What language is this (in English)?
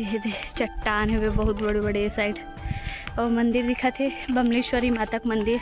Chhattisgarhi